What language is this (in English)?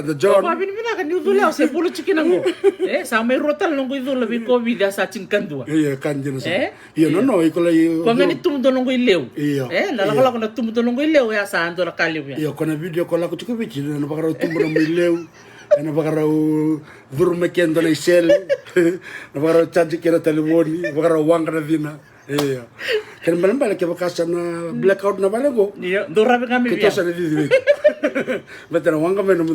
Fijian